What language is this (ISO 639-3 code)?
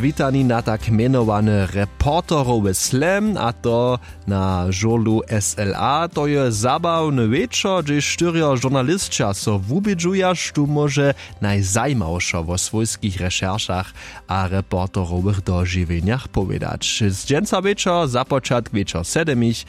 hsb